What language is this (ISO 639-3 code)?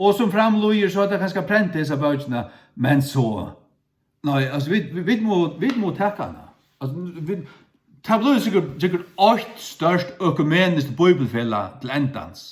fao